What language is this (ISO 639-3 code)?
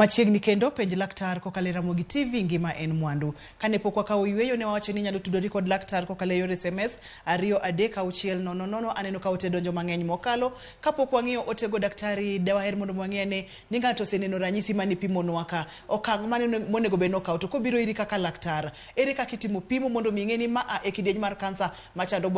luo